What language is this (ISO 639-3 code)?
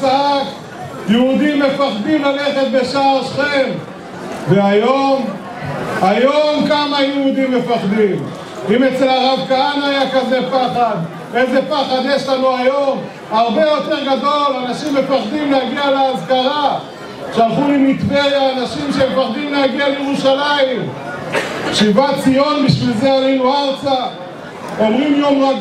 heb